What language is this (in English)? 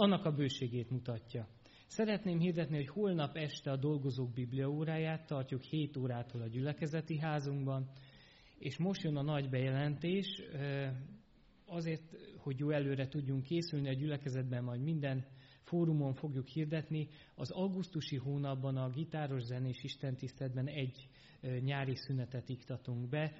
Hungarian